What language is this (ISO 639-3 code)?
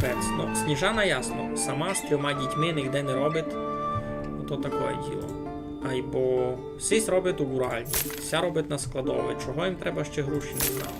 rue